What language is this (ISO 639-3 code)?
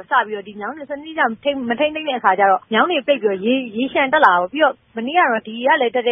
mya